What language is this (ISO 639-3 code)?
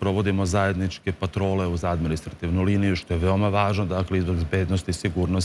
srp